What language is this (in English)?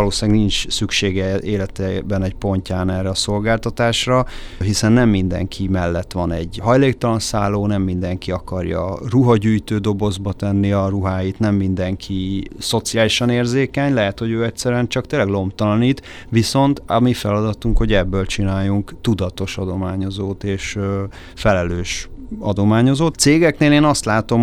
Hungarian